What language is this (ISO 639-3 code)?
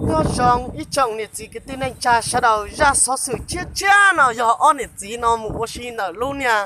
hmn